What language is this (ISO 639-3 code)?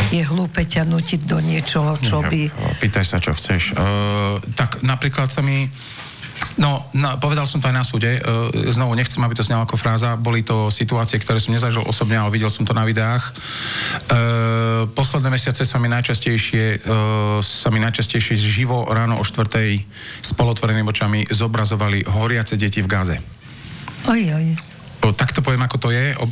slk